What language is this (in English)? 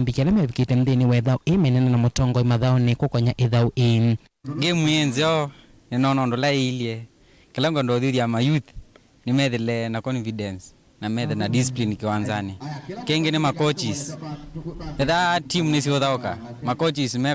Kamba